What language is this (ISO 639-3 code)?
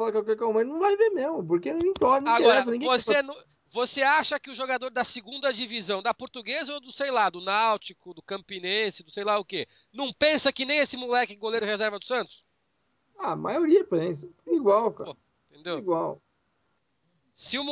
por